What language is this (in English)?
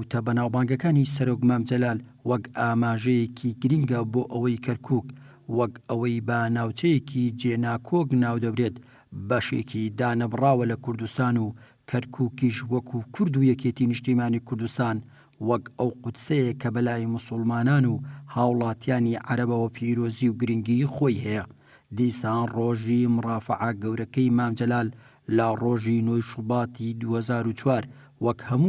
Central Kurdish